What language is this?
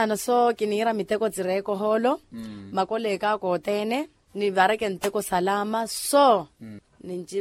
Makhuwa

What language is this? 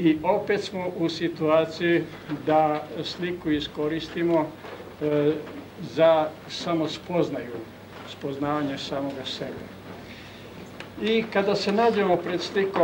Croatian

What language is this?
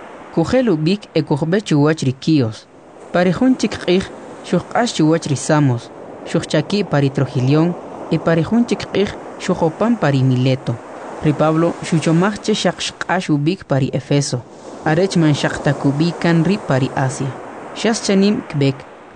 Kʼicheʼ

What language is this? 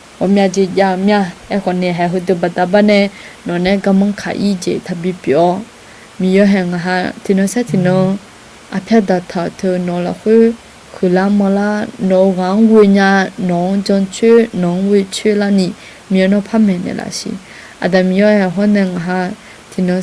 Akha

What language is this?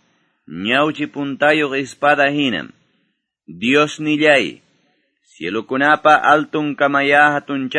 Quechua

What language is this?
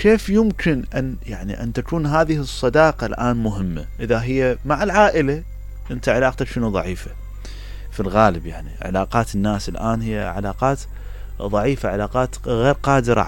Mesopotamian Arabic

